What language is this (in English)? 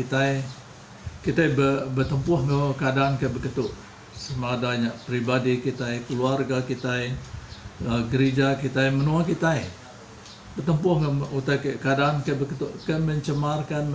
Iban